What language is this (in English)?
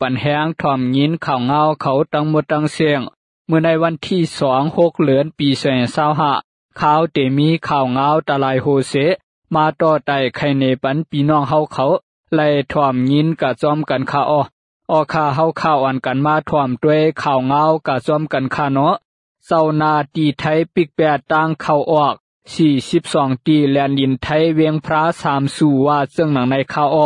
Shan